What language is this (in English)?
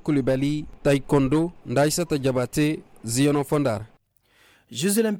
Koyraboro Senni